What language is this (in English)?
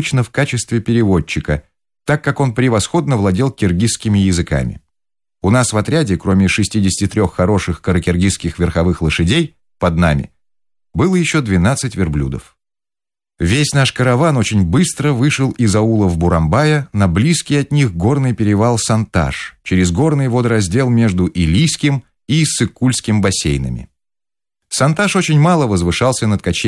Russian